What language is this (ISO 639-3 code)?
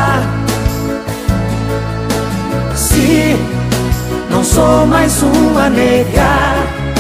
por